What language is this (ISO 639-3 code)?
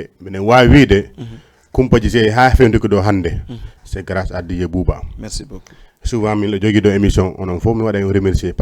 ful